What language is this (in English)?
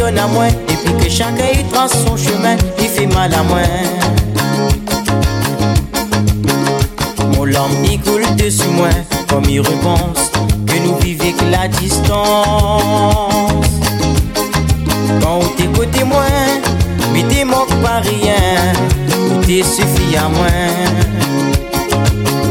French